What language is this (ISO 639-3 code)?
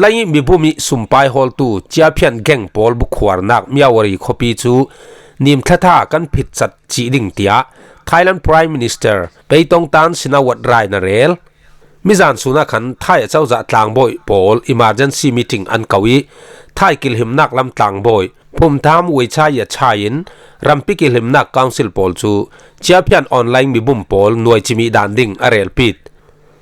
cfm